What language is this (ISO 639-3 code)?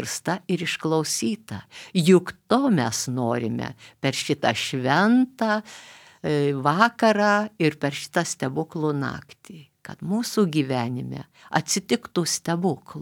lit